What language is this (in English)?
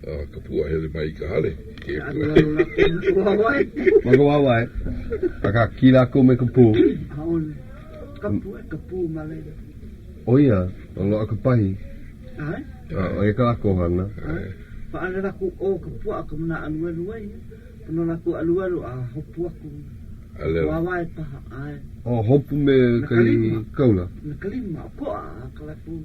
Hawaiian